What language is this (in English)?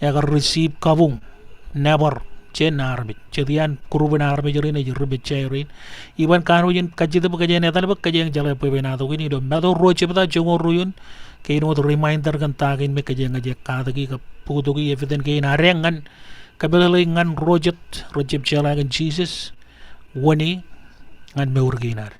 Marshallese